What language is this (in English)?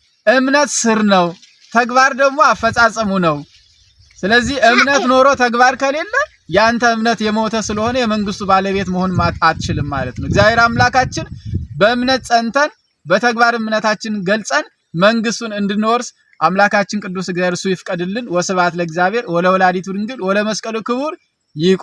Amharic